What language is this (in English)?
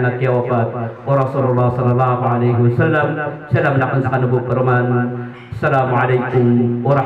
Maranao